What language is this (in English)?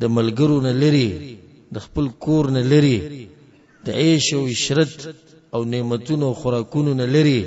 Pashto